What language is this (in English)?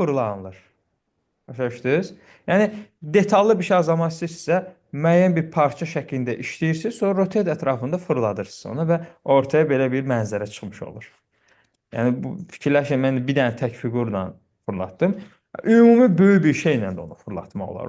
Azerbaijani